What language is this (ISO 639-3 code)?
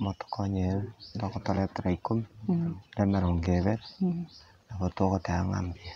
guz